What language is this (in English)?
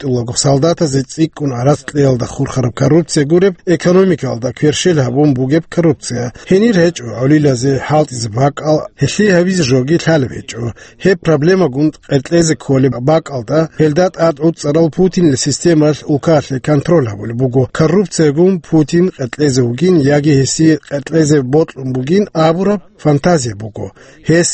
Avaric